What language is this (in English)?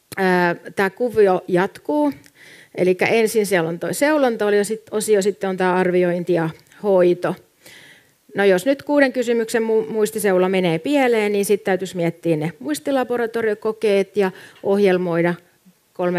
Finnish